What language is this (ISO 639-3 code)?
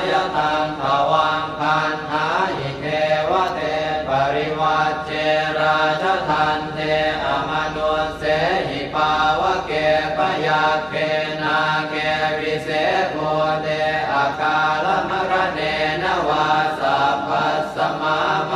pli